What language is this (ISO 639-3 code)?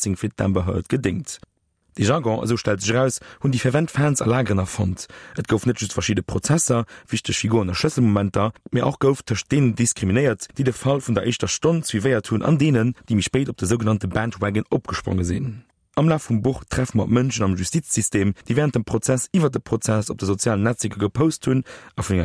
ltz